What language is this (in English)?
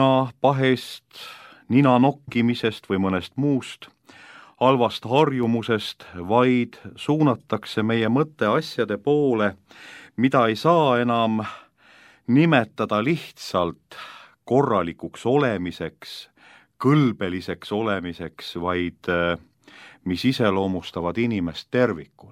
Estonian